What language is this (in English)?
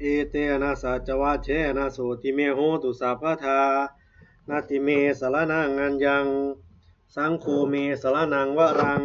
Pali